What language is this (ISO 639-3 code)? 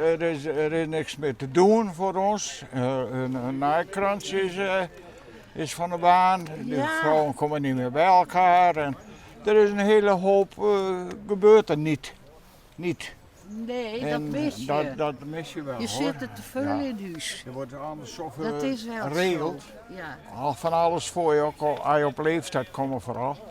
fry